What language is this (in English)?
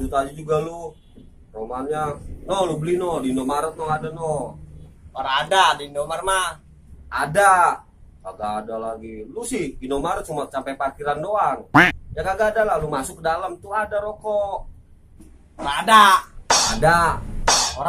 Betawi